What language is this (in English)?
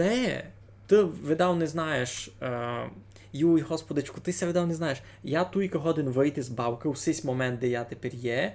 Rusyn